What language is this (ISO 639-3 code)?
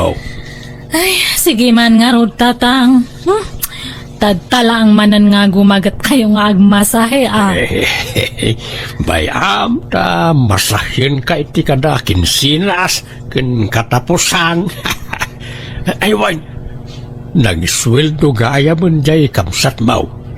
ilo